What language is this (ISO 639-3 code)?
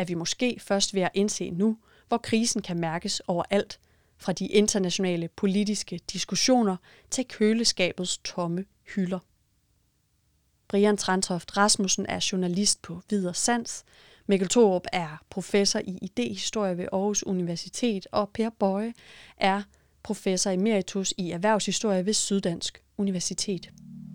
dan